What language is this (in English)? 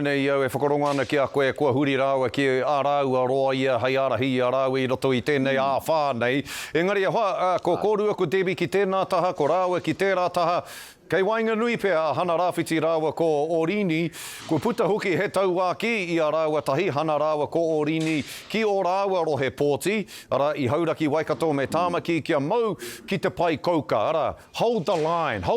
Māori